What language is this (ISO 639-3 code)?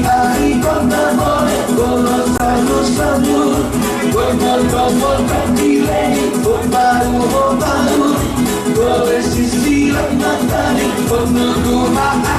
ton